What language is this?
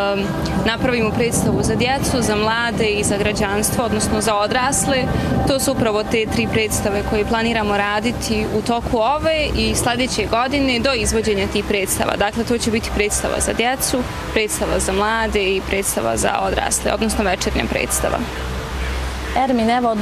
Bosnian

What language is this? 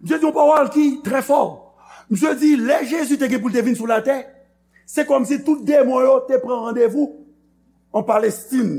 Haitian Creole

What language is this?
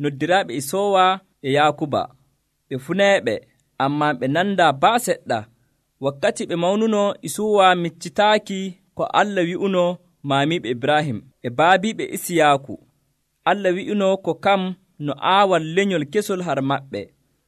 Nigerian Fulfulde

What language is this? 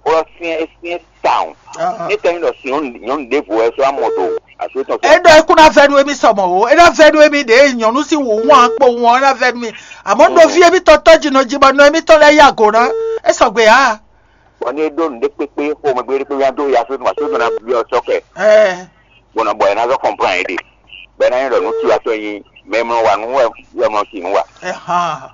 Fon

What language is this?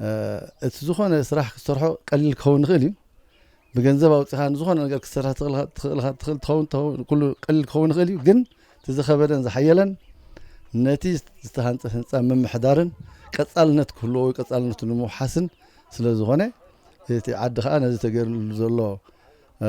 Tigrinya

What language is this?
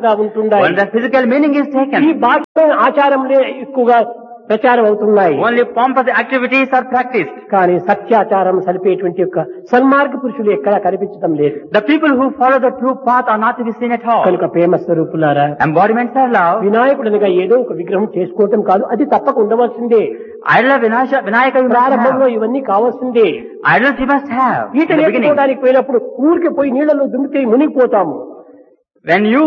Telugu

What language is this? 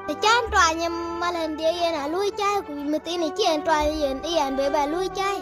Dinka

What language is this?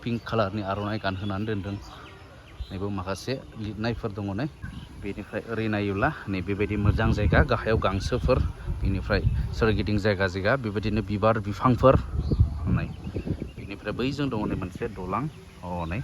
Bodo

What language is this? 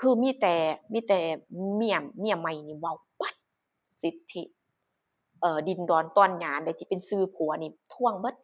Northeastern Thai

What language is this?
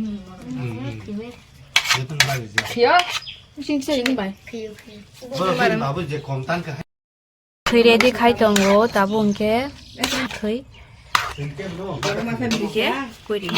Kok Borok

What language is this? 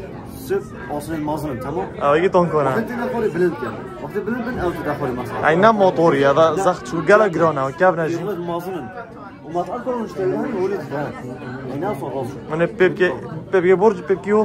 Kurdish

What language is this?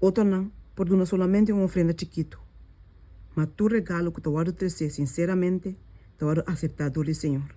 Papiamento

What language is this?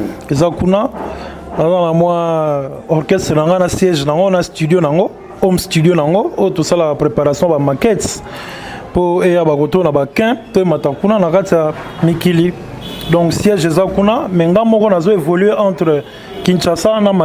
Lingala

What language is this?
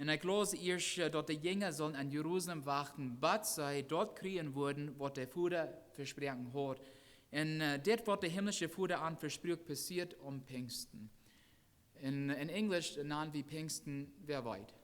Plautdietsch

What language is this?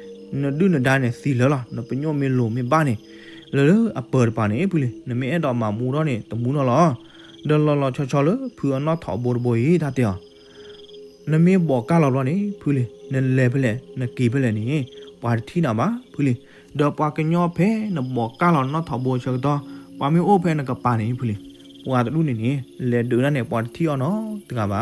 S'gaw Karen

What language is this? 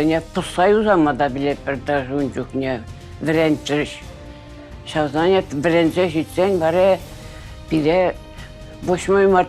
Chuvash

